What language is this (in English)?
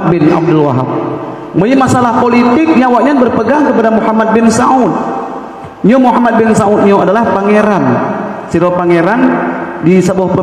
Achinese